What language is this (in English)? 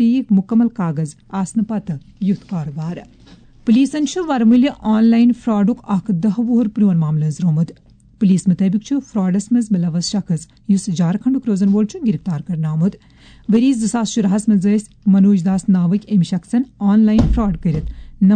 Kashmiri